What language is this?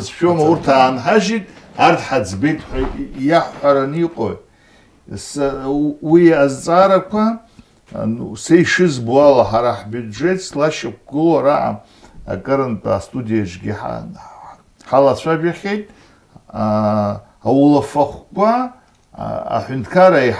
Abkhazian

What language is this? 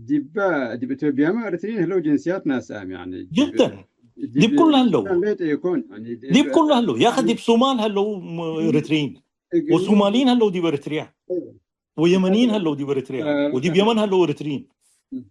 Tigre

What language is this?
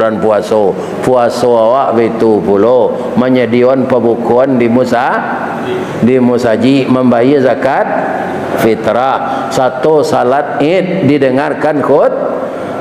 Minangkabau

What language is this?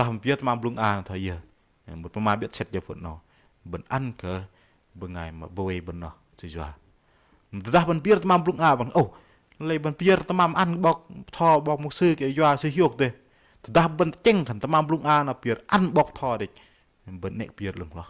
Bahnar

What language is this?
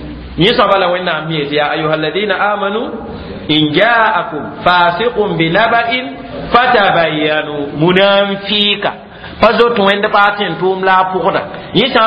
Mossi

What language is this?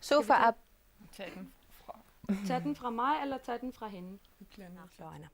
Kalaallisut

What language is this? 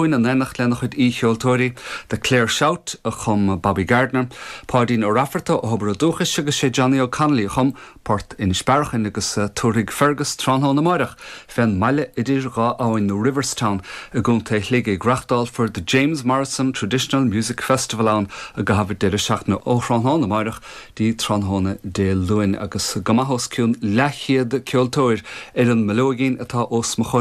Irish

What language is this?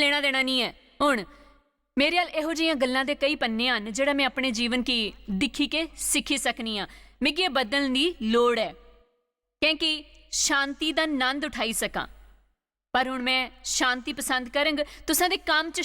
Dogri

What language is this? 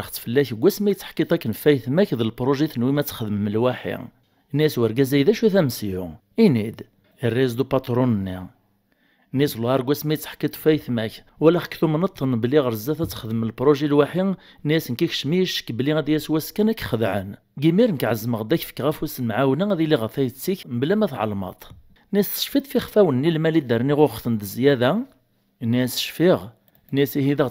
Kabyle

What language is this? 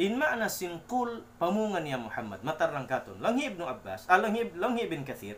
Tausug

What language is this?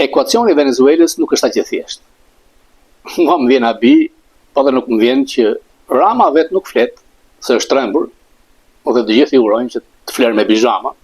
Albanian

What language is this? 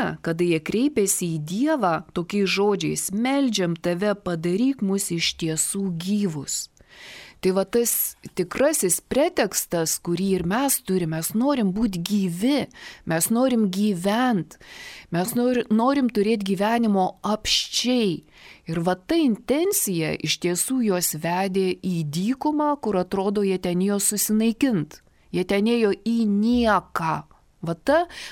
Lithuanian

